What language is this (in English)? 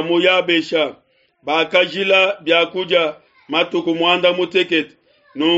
Luba-Lulua